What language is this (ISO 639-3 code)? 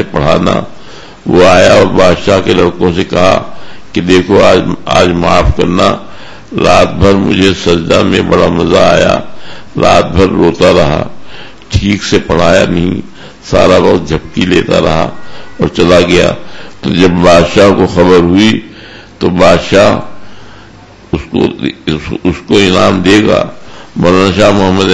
urd